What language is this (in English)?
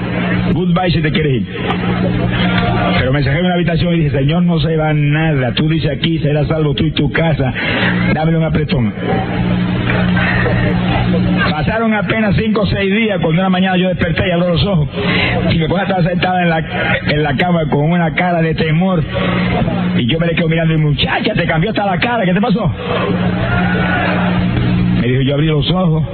Spanish